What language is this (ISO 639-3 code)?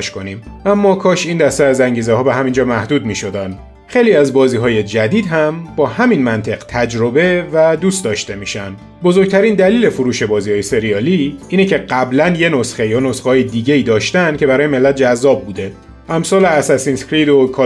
fas